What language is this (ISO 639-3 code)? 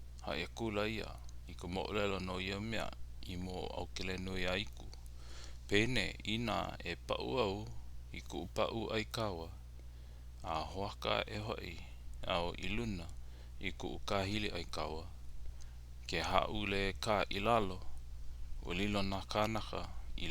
haw